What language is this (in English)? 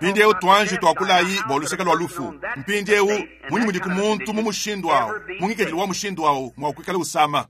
Luba-Lulua